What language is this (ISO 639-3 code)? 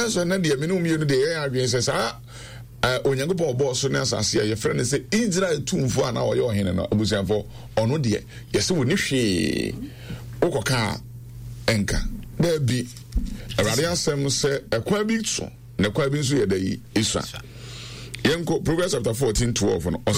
aka